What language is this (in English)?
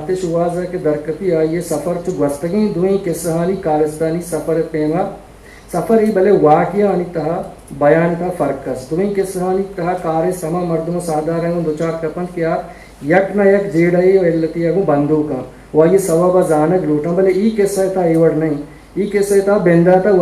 Eastern Balochi